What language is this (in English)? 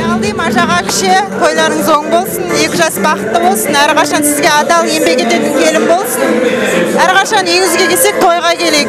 Kara-Kalpak